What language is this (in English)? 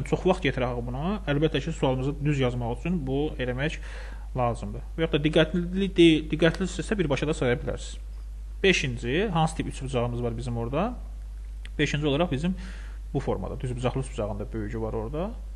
Azerbaijani